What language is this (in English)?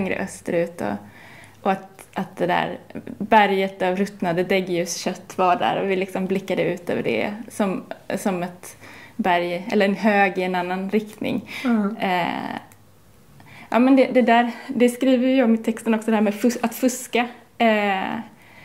Swedish